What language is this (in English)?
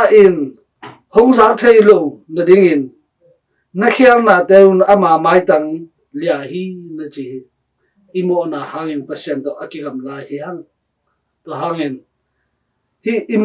Tedim Chin